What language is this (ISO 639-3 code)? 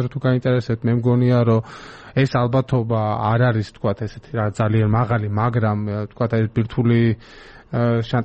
kat